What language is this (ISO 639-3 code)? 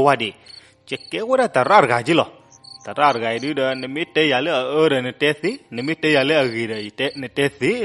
ksw